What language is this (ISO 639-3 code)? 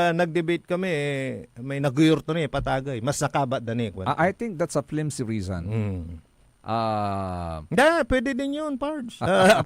pag